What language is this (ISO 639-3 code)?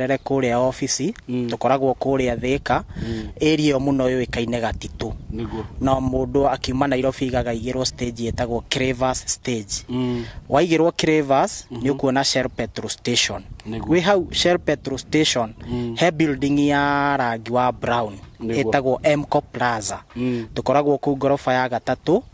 kik